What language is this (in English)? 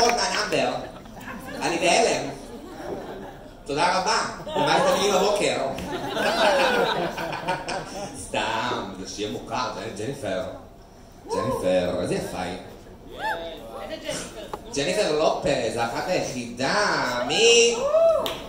Hebrew